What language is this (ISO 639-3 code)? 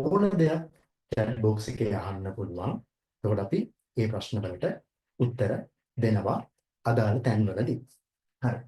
sin